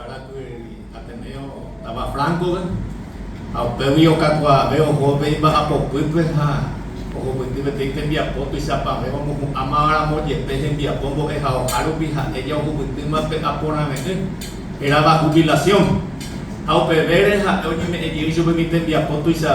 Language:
Guarani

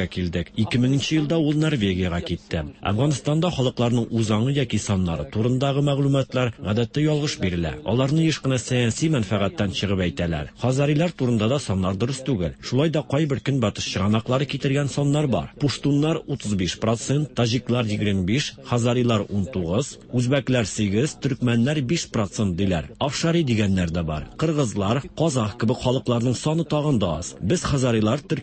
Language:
Tatar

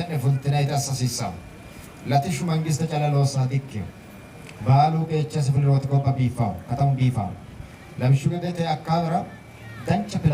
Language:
Sidamo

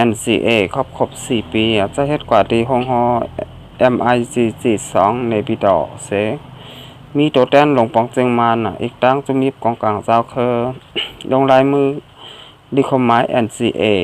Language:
Shan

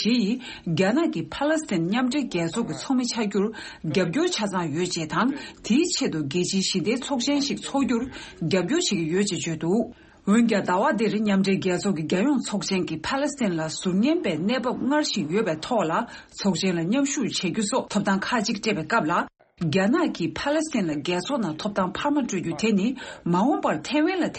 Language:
Tibetan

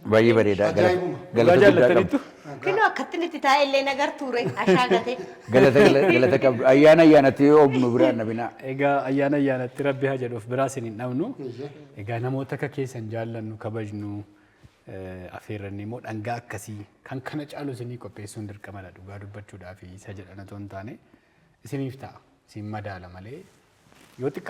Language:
Oromo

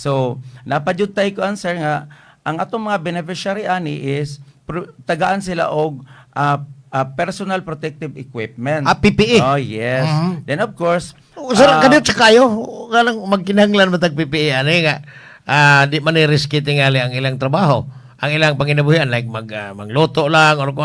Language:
Cebuano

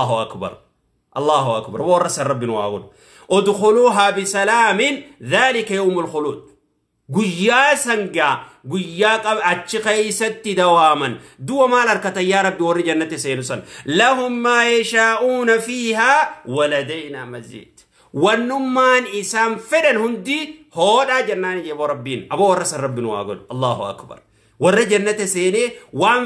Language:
Oromo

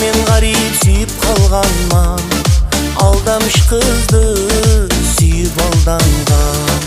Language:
Kara-Kalpak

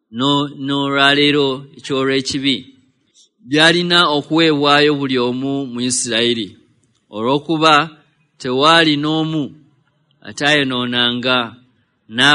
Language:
Ganda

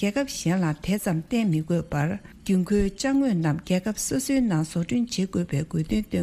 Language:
Tibetan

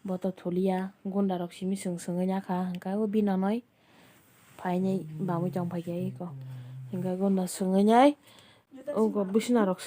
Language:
Kok Borok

